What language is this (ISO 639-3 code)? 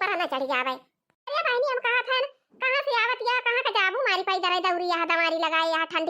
awa